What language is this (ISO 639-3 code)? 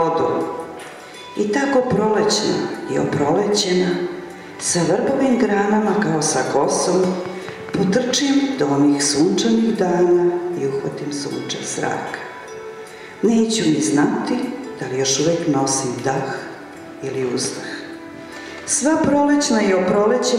srp